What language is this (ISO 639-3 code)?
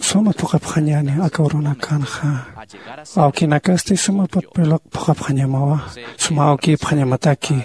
aym